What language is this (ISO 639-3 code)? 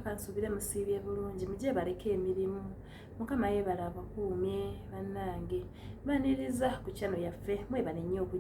lug